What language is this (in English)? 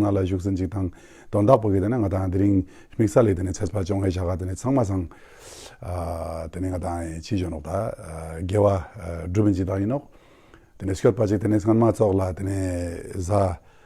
Ladakhi